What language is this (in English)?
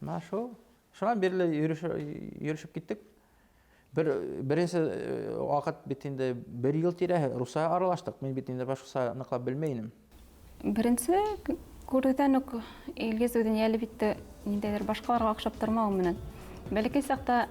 Bashkir